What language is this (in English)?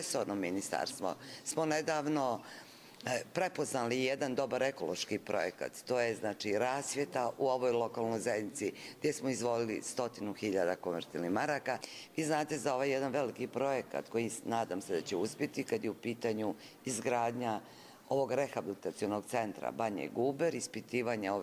Bosnian